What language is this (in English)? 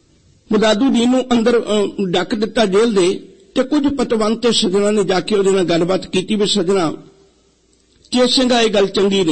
Punjabi